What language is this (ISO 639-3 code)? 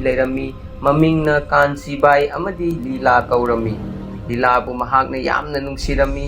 mni